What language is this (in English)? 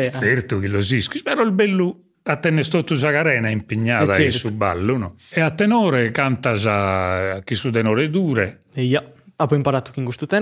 Sardinian